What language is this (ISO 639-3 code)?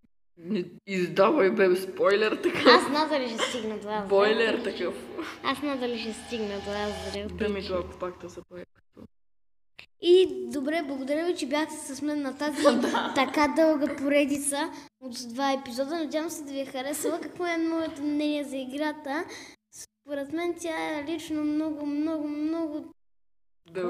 bul